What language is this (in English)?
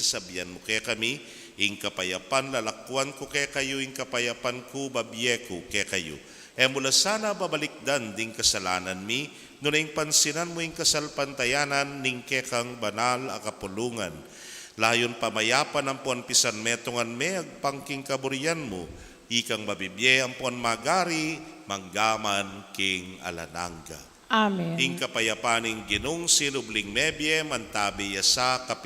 Pampanga